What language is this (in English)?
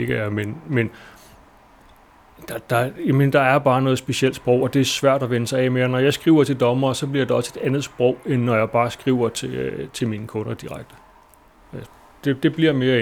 Danish